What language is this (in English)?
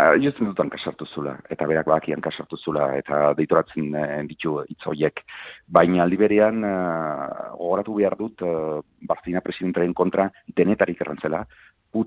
Basque